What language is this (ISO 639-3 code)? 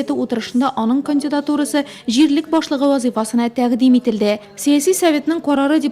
tat